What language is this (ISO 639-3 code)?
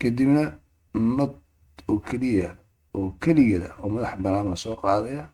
som